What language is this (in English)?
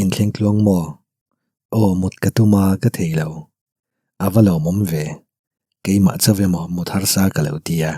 Mizo